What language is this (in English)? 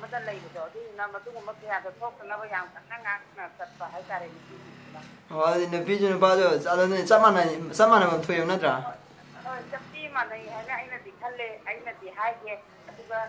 Manipuri